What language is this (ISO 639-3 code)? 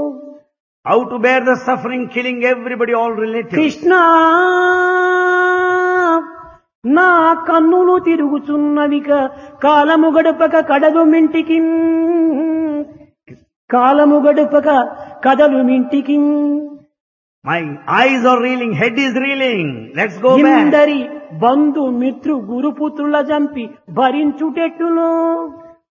tel